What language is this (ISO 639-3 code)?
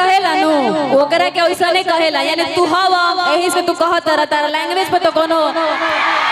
bho